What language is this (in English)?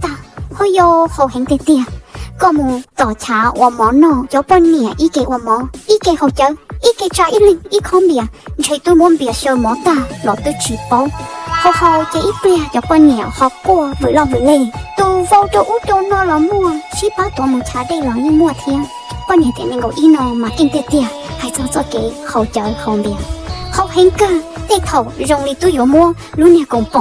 Hmong